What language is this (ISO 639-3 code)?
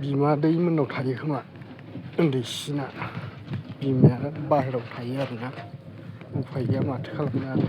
brx